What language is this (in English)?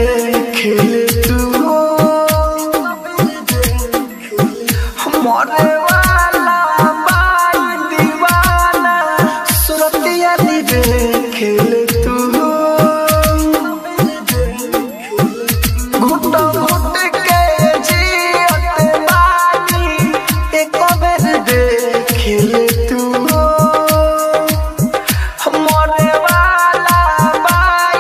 Bhojpuri